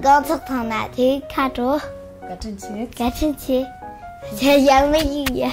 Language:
Tibetan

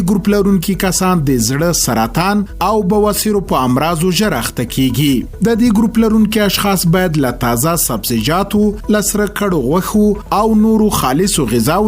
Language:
Pashto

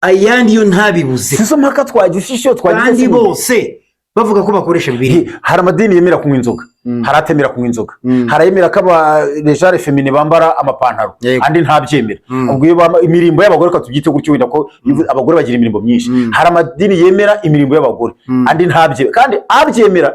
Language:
Kinyarwanda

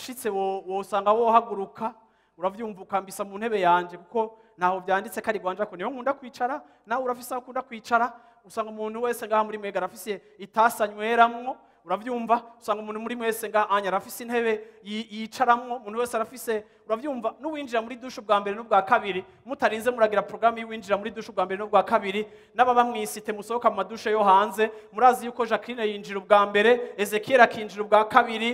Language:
Rundi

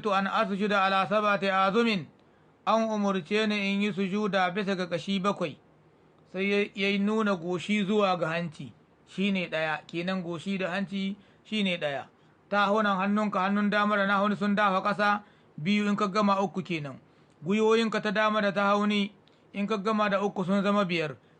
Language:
Hausa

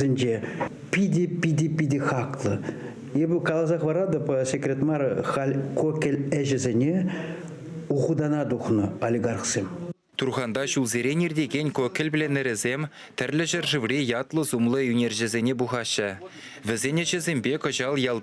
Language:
Chuvash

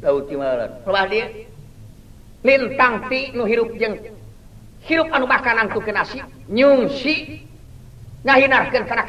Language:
Sundanese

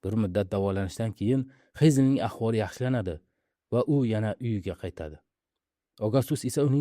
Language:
Uzbek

